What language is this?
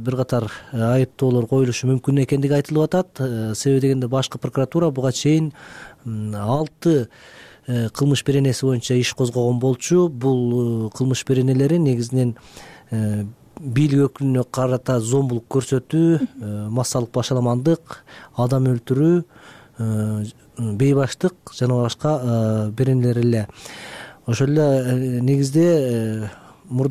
Kyrgyz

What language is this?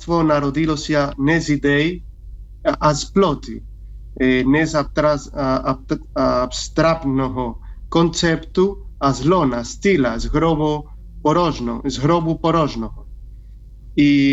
Ukrainian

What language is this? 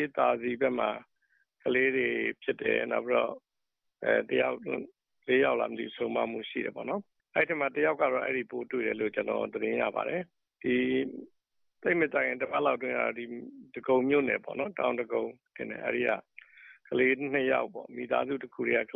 Burmese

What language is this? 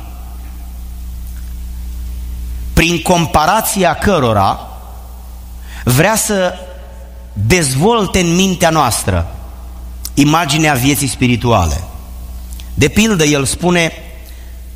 Romanian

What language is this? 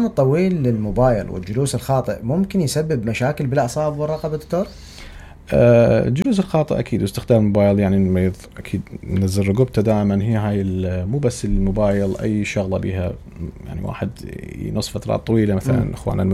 Mesopotamian Arabic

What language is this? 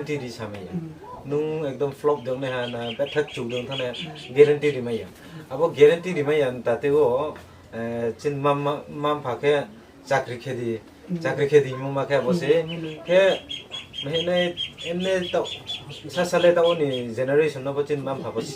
Riang (India)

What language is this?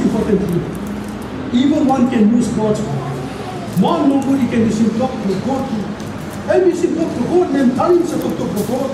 Tok Pisin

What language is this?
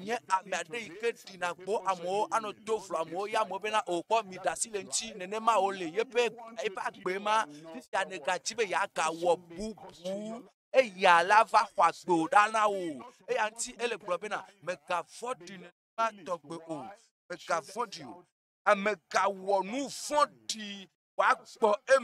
Ewe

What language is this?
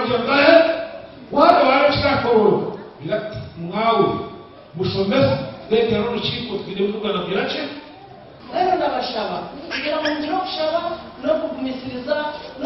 Nyankole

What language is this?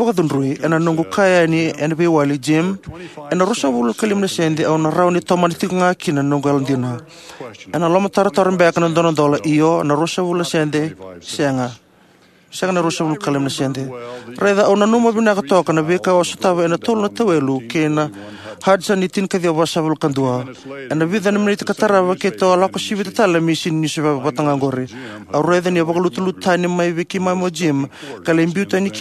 Fijian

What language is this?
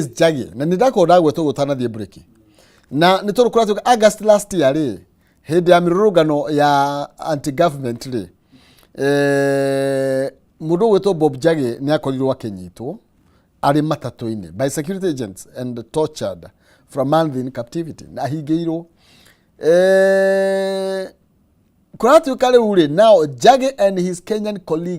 Kikuyu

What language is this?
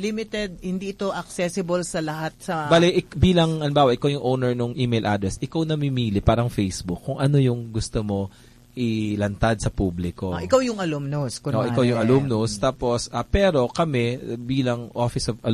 Filipino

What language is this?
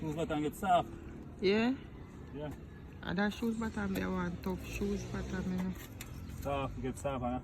Jamaican Creole English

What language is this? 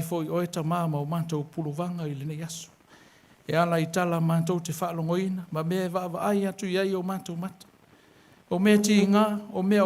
Samoan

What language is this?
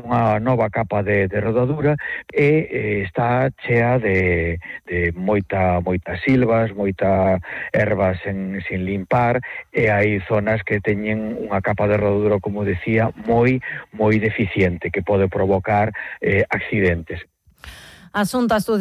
Galician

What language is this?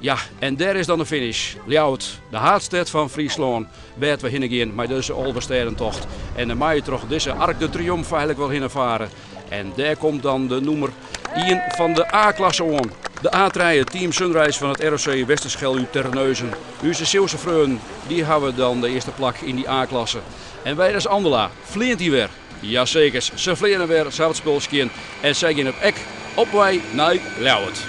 Western Frisian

